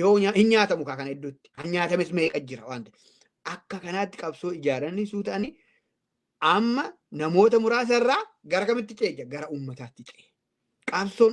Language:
Oromo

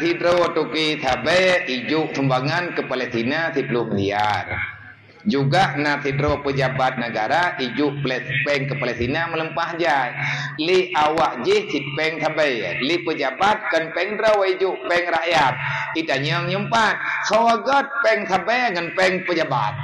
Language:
Achinese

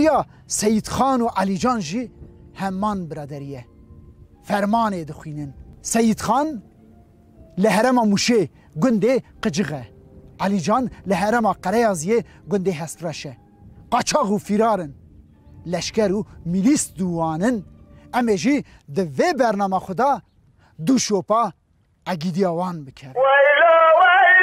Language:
Kurdish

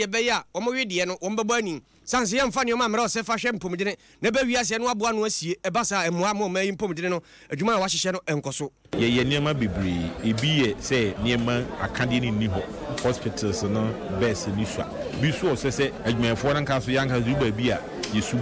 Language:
Akan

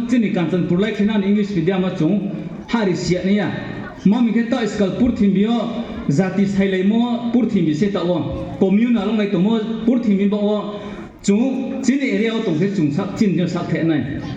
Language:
Riang (India)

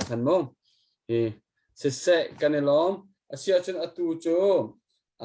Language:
Hakha Chin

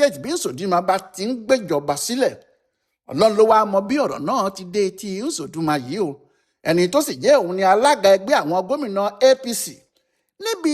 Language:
Yoruba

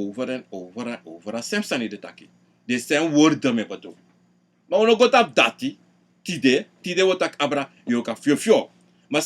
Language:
Sranan Tongo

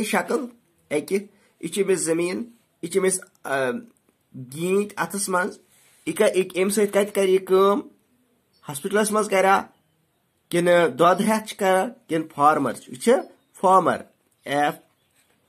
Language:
Kashmiri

